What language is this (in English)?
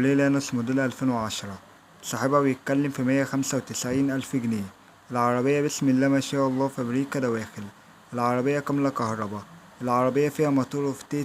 Egyptian Arabic